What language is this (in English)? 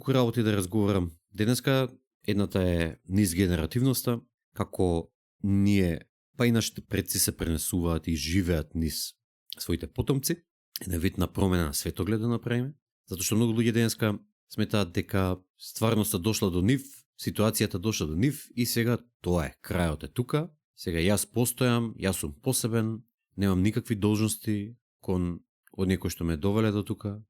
Macedonian